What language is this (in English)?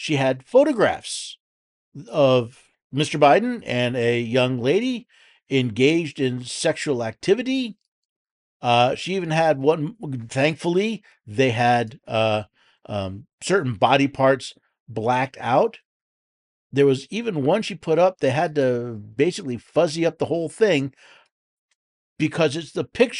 English